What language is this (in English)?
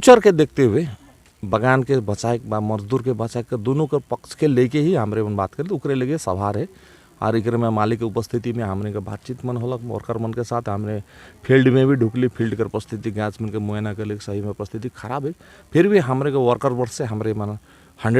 Sadri